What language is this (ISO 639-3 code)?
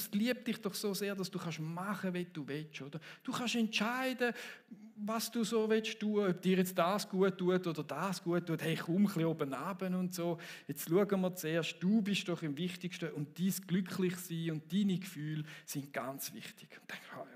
gsw